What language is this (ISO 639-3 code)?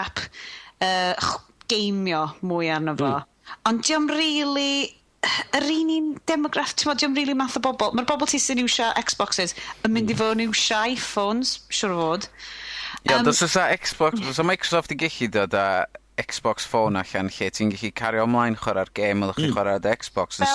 cym